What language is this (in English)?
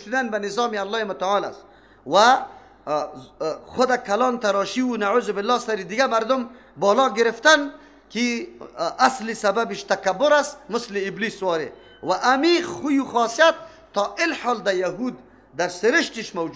Persian